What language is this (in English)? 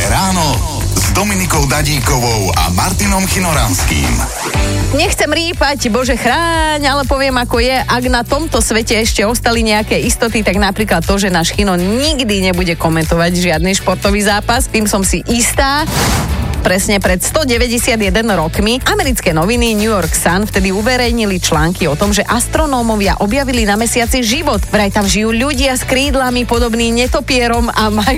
Slovak